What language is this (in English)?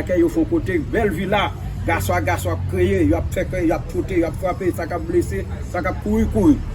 Haitian Creole